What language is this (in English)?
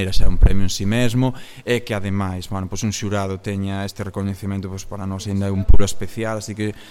Galician